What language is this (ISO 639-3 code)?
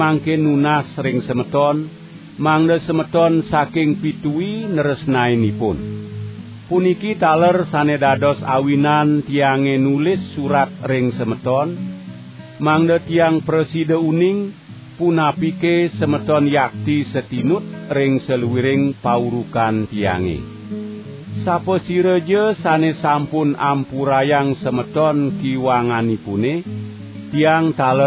ban